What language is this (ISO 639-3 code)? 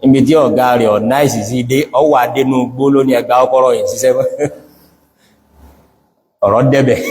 yor